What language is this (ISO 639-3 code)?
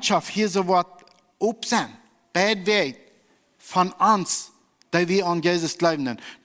pdt